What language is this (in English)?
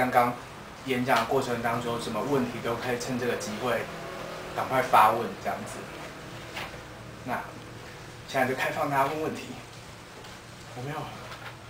Chinese